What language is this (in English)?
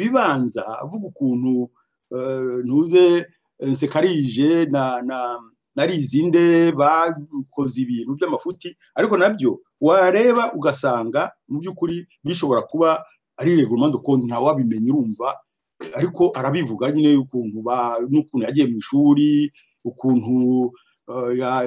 Kinyarwanda